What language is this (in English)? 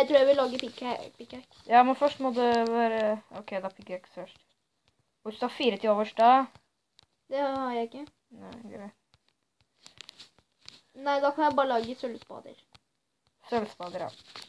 Norwegian